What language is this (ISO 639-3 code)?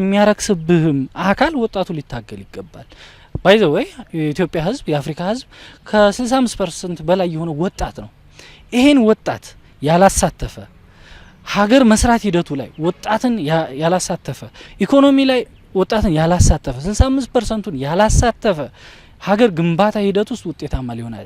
amh